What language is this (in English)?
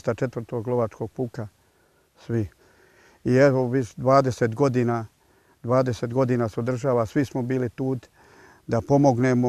Serbian